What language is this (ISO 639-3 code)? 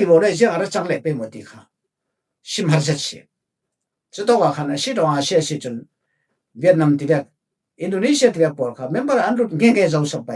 cfm